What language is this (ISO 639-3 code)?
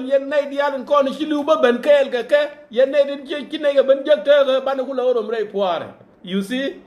nus